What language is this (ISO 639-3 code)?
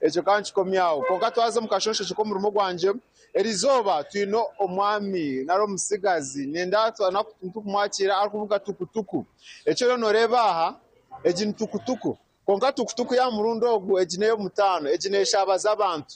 nyn